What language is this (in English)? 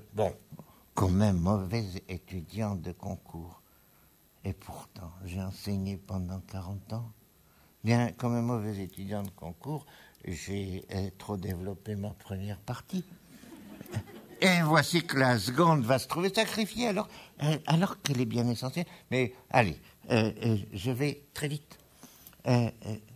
French